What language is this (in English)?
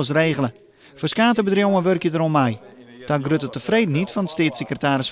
Western Frisian